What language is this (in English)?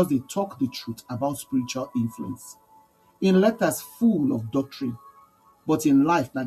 Nigerian Pidgin